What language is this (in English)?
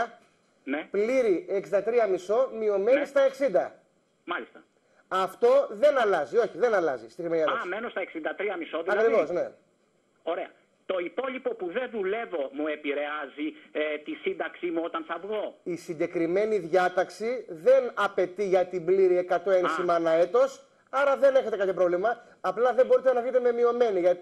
Greek